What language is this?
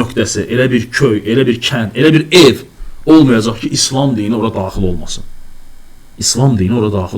Azerbaijani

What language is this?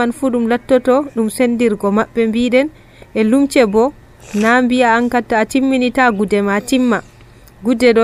Nigerian Fulfulde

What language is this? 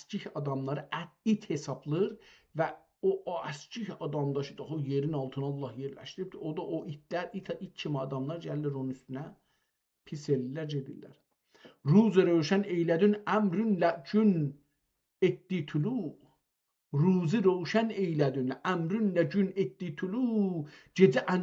South Azerbaijani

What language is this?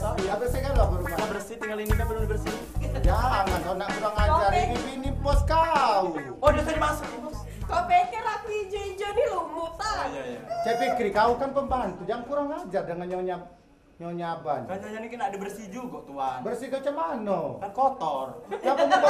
Musi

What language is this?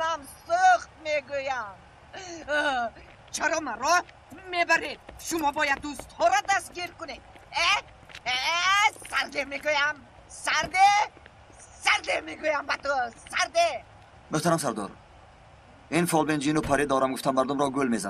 Tajik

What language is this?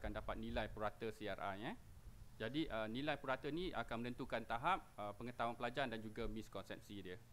Malay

